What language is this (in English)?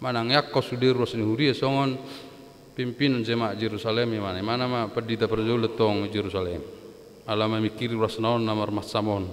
Batak Toba